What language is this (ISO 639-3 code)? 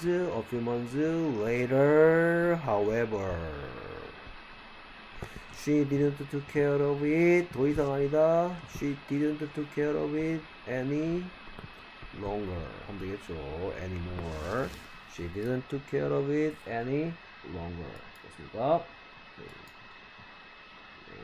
kor